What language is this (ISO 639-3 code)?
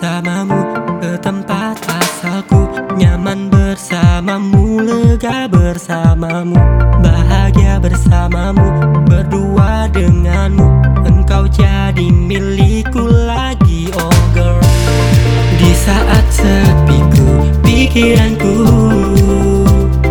ind